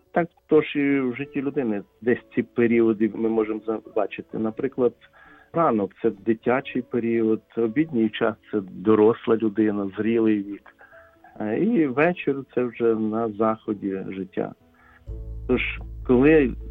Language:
Ukrainian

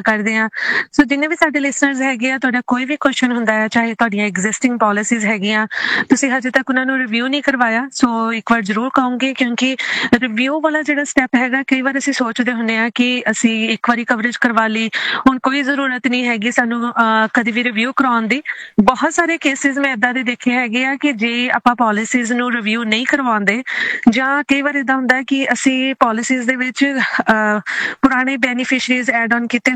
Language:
Punjabi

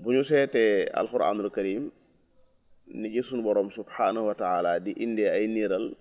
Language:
Wolof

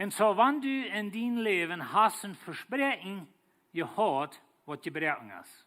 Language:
Plautdietsch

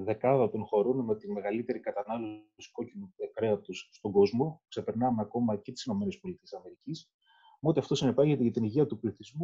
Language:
Greek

